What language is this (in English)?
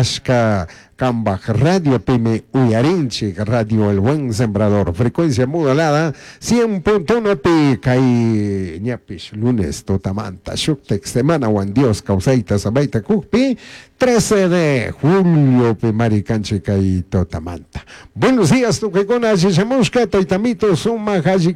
Chimborazo Highland Quichua